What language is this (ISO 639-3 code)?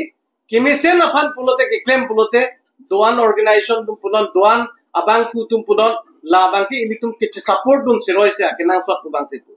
mjw